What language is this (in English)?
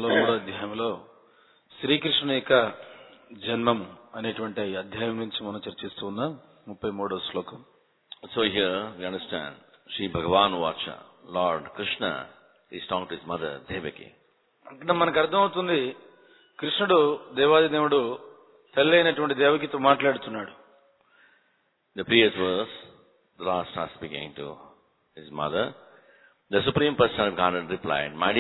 Telugu